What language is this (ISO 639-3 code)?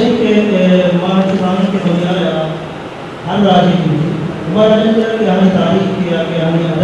bgp